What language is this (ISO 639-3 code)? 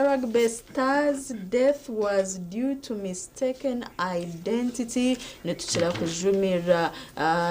nyn